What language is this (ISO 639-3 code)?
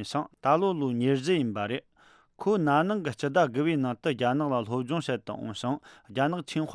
bod